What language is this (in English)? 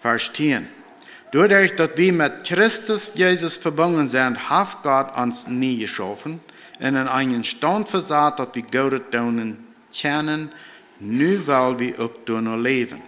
Plautdietsch